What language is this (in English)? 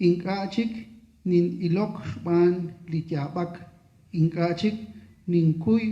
Kekchí